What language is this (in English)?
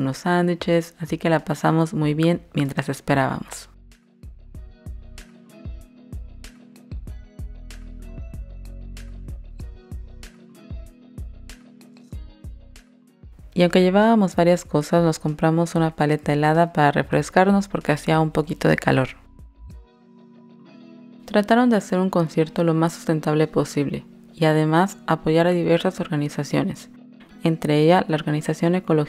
Spanish